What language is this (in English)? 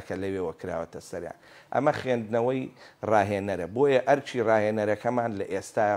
Central Kurdish